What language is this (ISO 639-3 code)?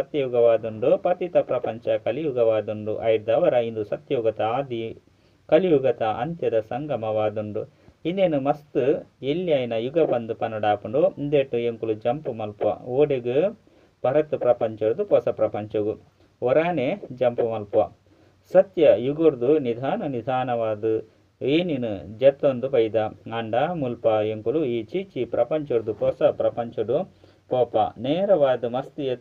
tcy